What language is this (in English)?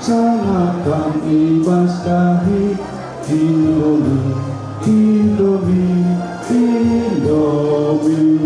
Batak Karo